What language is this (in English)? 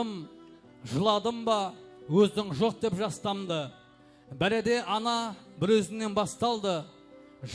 Kara-Kalpak